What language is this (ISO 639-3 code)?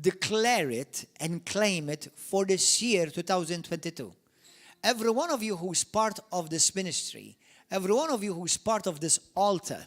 eng